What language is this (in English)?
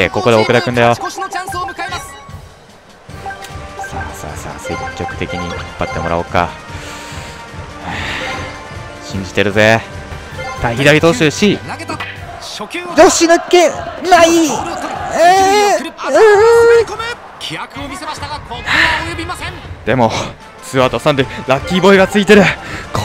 Japanese